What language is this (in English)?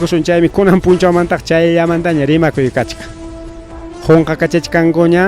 Ayacucho Quechua